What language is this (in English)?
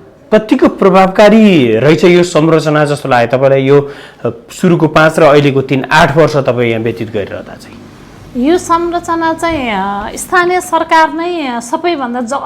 Nepali